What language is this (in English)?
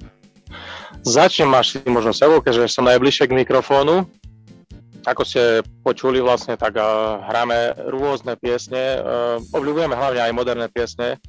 Slovak